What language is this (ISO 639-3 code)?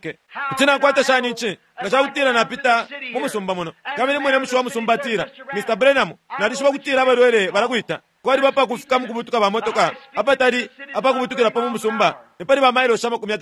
bem